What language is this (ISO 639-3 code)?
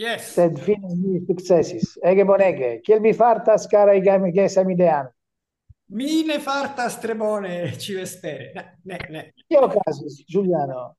epo